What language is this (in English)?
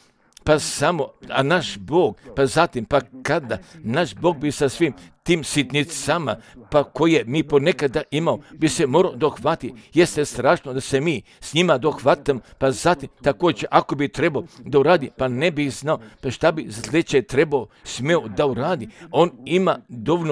Croatian